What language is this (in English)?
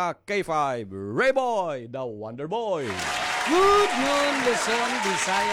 Waray